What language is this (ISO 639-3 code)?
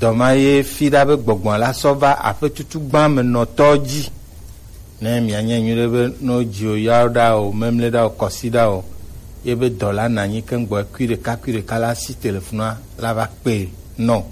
gej